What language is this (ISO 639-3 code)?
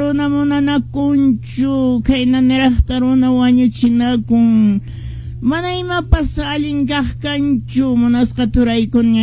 que